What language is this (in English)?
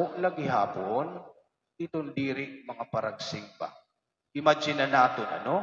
Waray